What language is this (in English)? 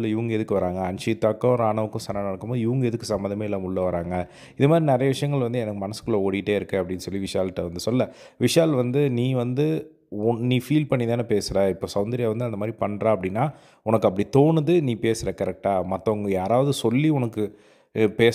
Tamil